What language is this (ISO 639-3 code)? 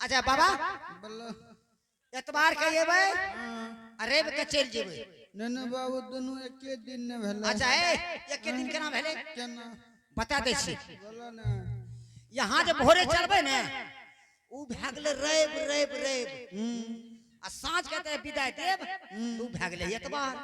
anp